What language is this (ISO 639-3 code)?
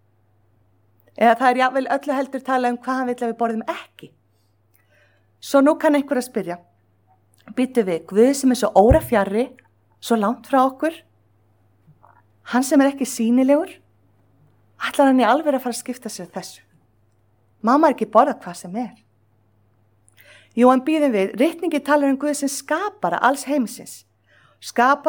isl